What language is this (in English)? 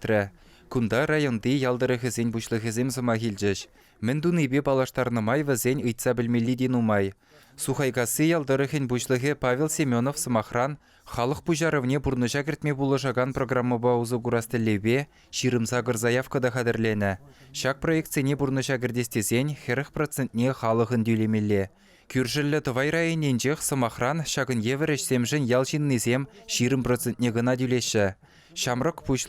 Chuvash